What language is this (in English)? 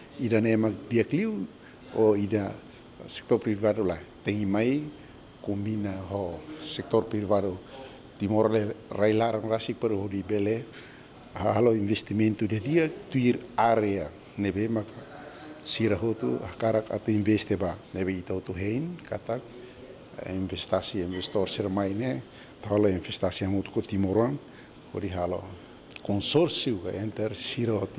Tetum